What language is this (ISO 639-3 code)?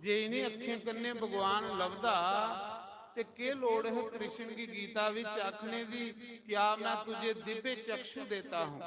doi